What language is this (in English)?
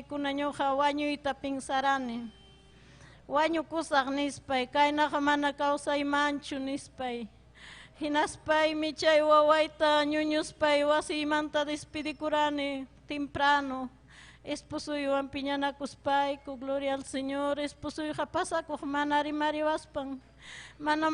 Ayacucho Quechua